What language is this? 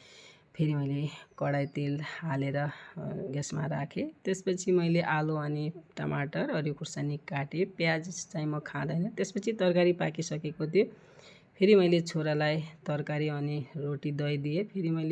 Nepali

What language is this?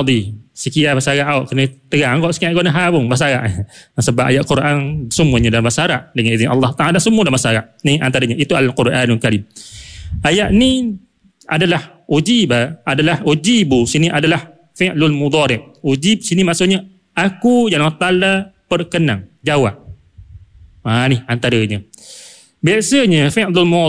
Malay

